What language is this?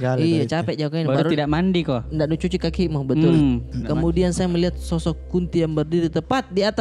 Makassar Malay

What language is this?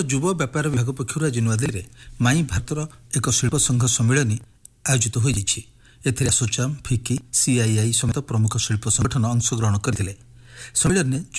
Odia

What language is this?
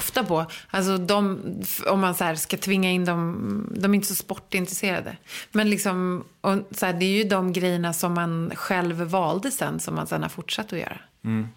Swedish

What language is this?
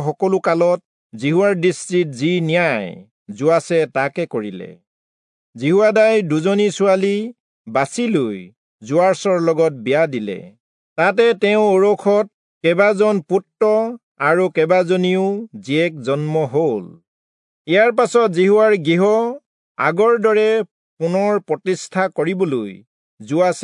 Assamese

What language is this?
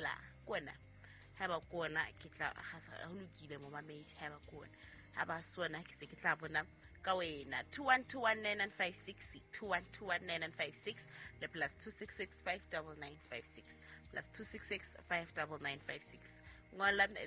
Southern Sotho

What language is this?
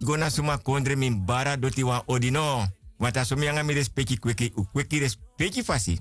Sranan Tongo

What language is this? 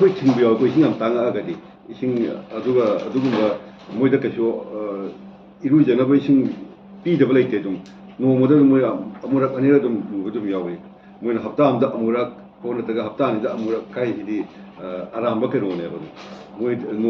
Manipuri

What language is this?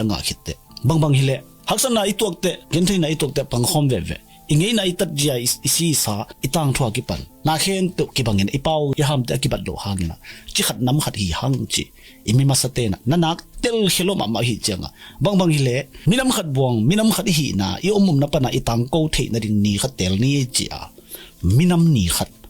Tedim Chin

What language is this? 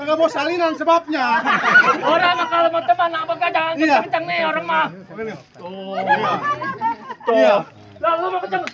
Betawi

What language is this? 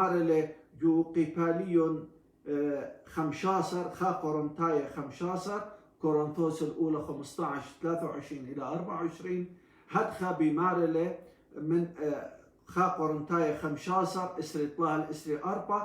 Assyrian Neo-Aramaic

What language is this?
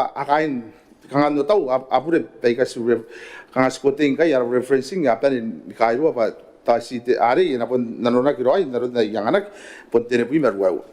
Gilbertese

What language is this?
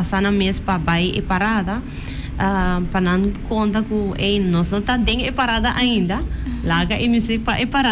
Papiamento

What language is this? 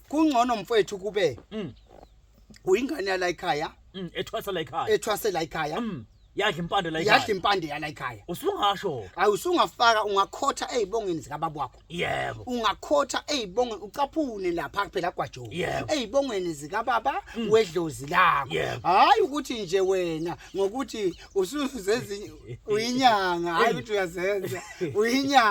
Zulu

